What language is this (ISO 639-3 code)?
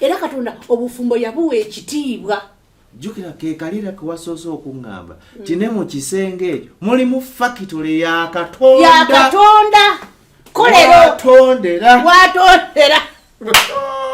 lug